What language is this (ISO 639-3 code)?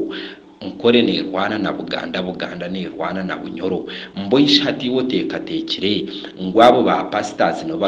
nyn